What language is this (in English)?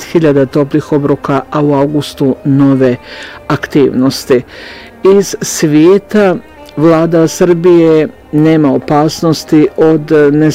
Bosnian